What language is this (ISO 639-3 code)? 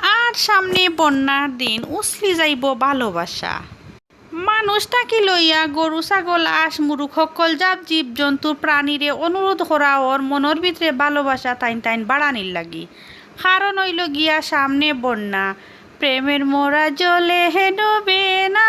syl